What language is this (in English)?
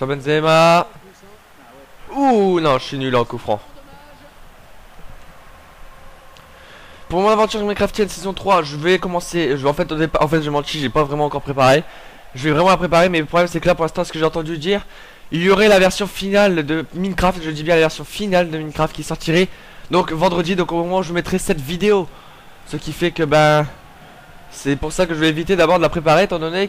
French